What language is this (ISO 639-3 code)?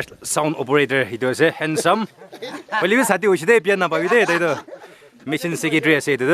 nag